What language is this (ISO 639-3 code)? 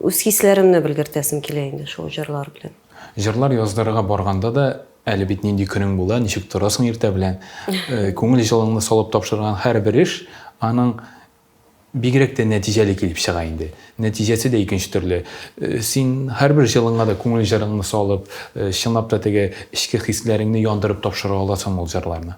tat